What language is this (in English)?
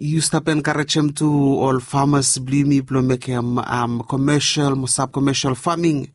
Bislama